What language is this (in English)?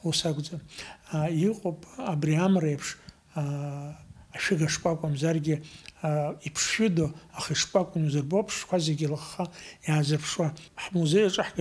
Abkhazian